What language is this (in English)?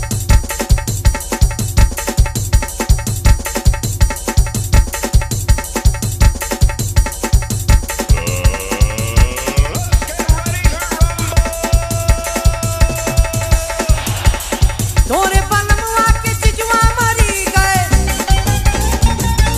Bhojpuri